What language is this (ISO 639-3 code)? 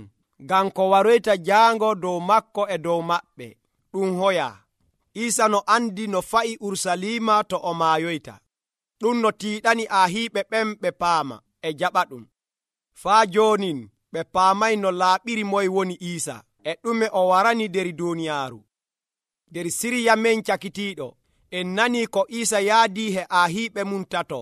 fuv